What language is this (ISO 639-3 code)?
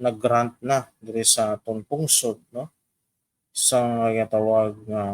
hil